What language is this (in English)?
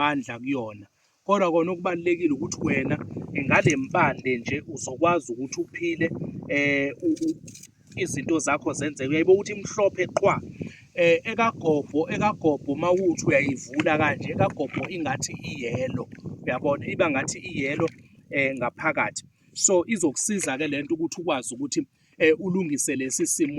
Zulu